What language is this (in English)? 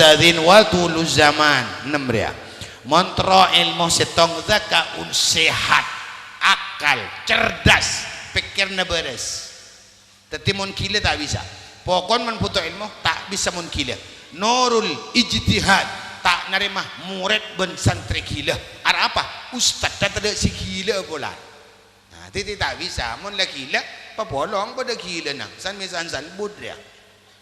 Madurese